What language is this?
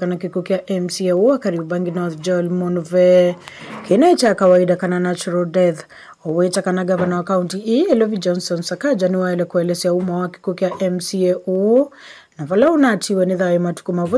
Kamba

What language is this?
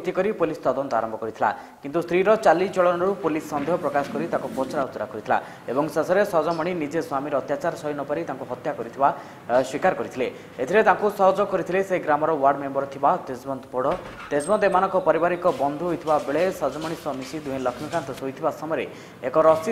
Odia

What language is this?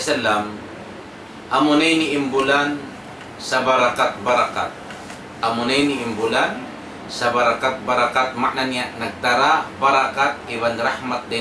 Tausug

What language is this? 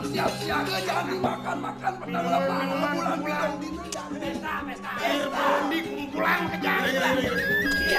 Balinese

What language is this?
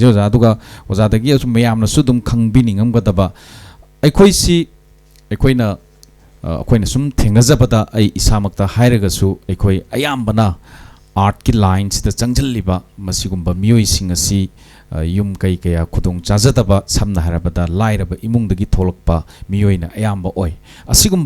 Manipuri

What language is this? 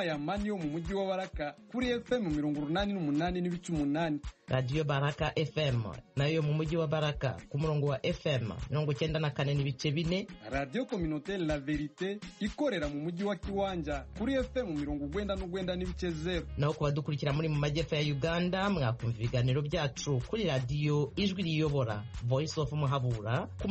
Kinyarwanda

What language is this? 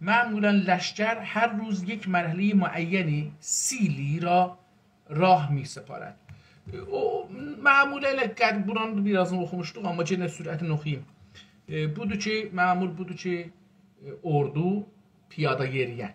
South Azerbaijani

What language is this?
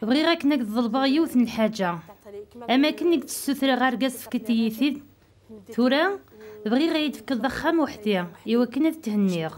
Kabyle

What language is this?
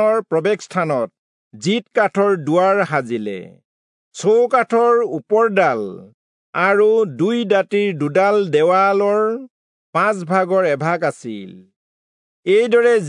Assamese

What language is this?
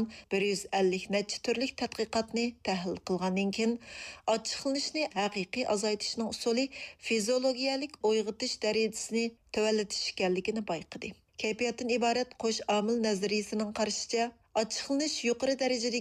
Uyghur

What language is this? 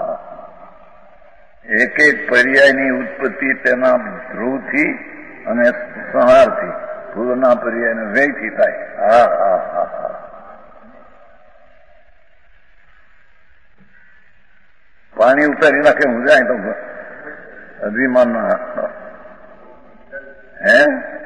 Gujarati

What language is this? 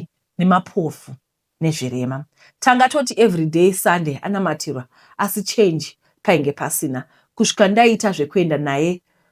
Shona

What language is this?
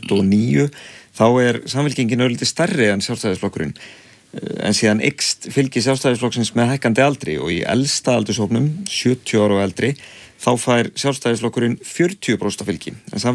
Icelandic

